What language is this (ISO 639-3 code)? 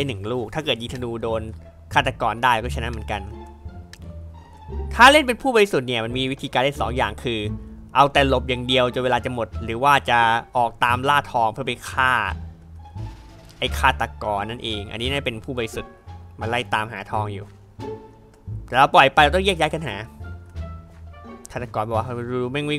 tha